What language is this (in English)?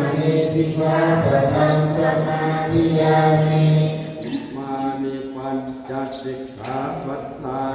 Pali